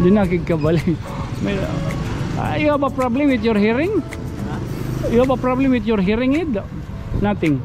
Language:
Waray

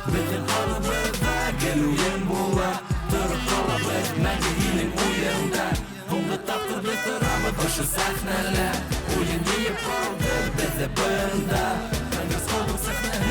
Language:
Bashkir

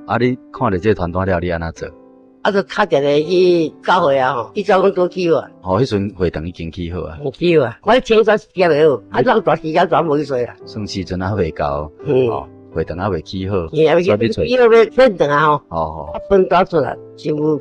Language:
Min Nan Chinese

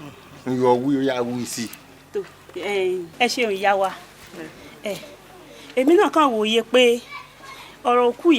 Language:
Yoruba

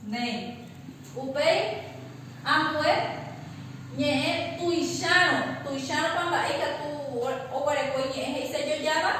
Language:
Guarani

